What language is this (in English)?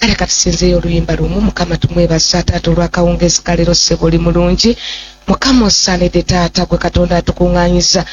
Ganda